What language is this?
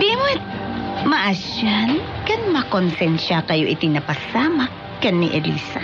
Iloko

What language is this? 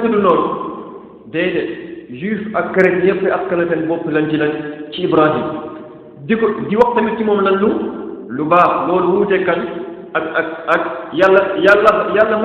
Wolof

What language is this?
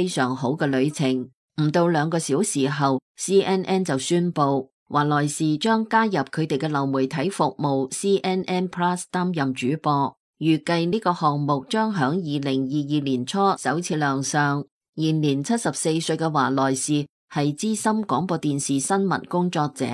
Cantonese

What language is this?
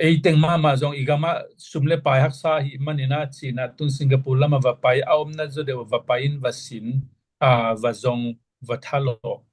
Tedim Chin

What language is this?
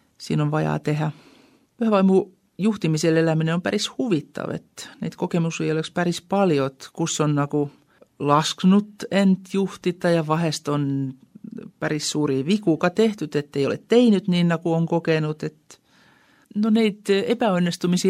Estonian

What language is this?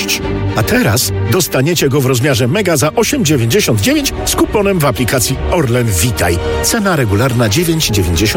Polish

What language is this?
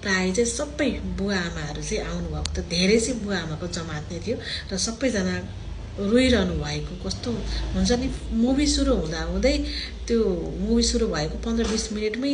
Nepali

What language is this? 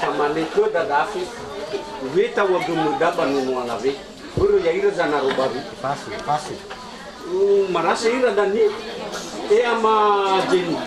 Nias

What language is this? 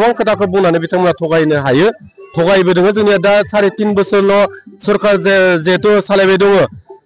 Bodo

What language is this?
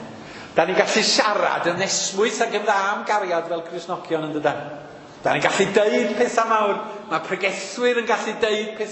Welsh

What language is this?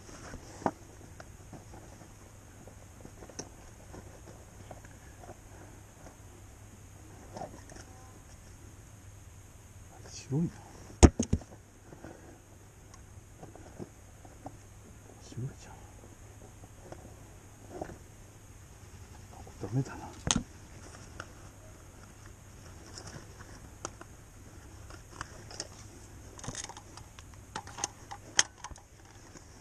Japanese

